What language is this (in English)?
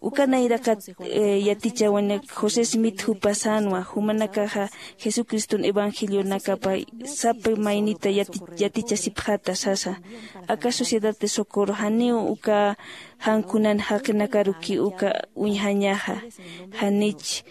Aymara